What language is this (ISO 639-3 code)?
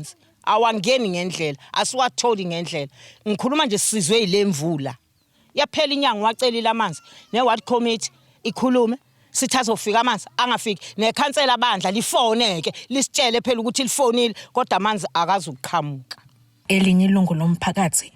zul